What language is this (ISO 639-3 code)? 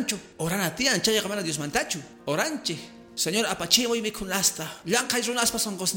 que